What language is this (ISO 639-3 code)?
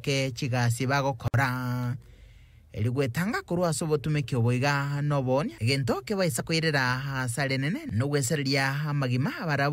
guz